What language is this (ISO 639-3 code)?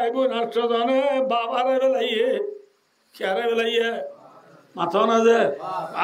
rhg